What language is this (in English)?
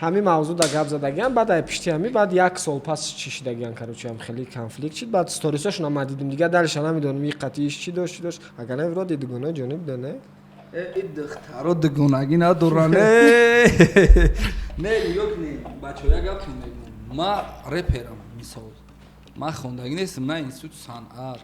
Tajik